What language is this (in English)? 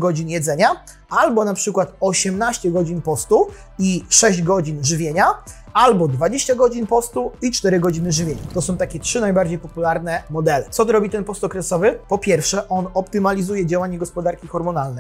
Polish